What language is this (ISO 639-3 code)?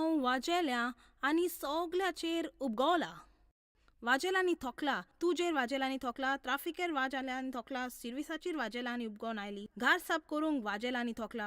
kok